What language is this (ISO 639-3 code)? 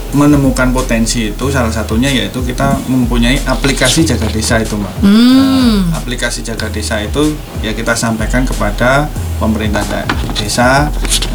ind